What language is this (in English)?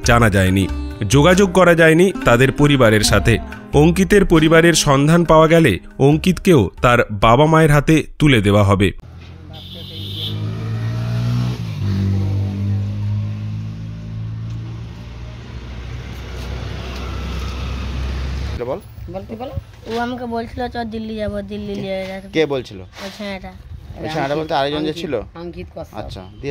Bangla